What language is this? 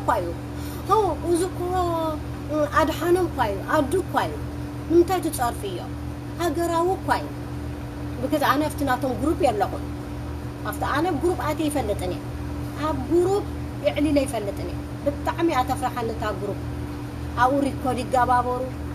Tigrinya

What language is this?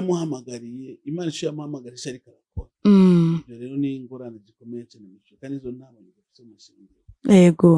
Rundi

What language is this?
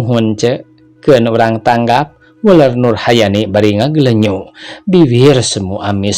Sundanese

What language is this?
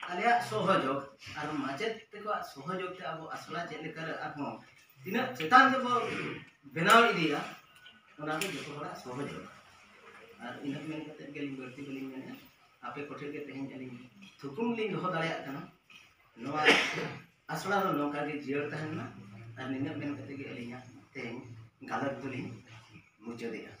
Santali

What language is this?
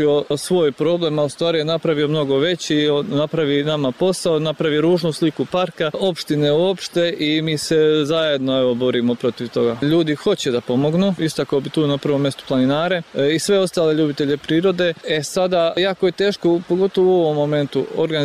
Serbian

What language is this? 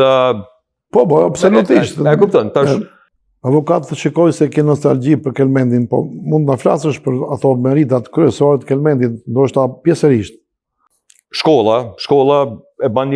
Albanian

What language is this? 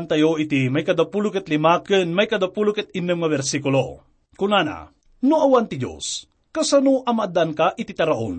Iloko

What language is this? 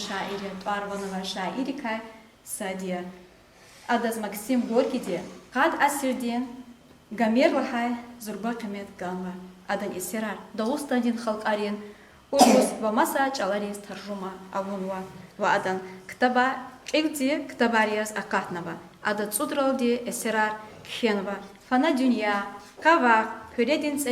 Lezghian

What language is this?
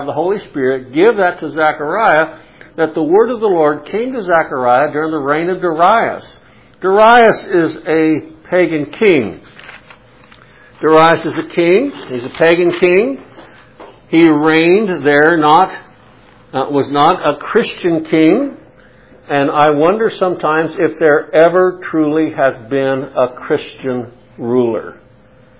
English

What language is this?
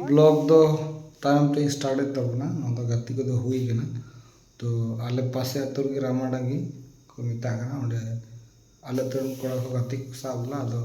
Santali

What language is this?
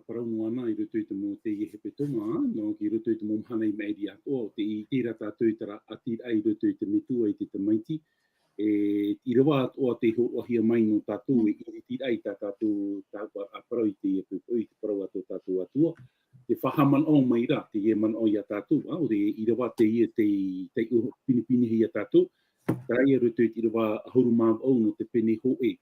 Tahitian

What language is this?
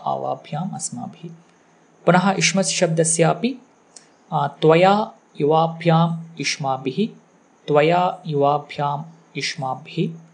Sanskrit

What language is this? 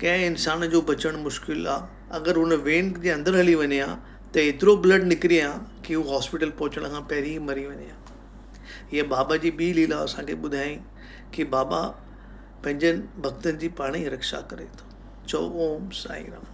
Sindhi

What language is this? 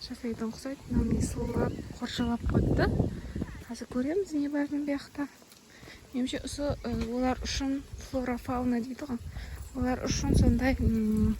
Kara-Kalpak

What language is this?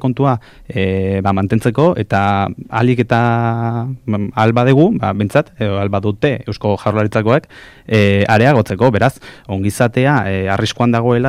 Basque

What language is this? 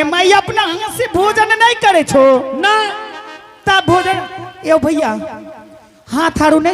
Angika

